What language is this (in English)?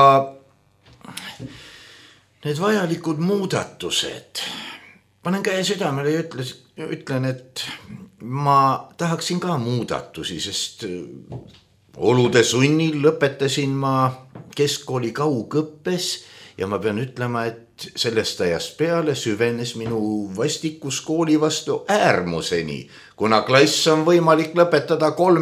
Estonian